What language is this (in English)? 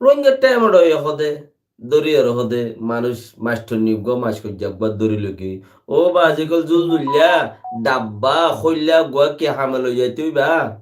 Rohingya